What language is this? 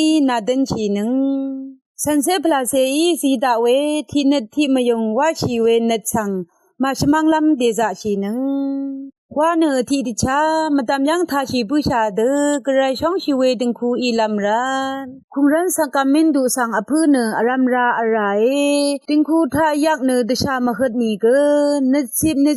Rawang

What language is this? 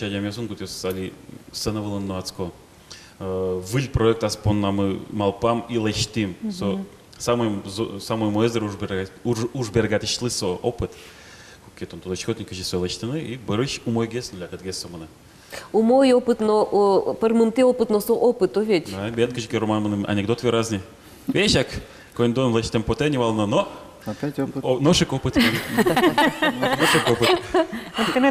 Udmurt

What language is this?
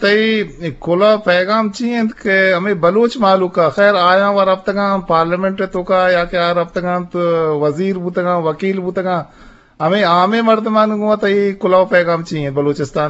Eastern Balochi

